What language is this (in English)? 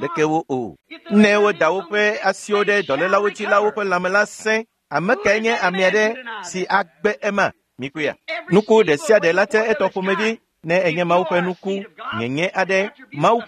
Ewe